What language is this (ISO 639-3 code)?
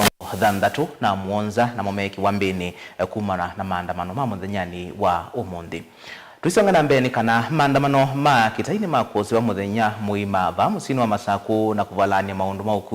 kam